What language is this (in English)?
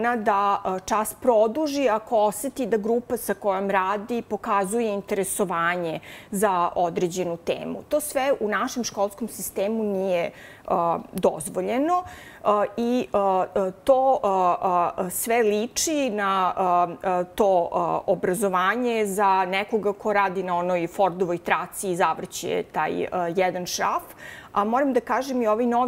Serbian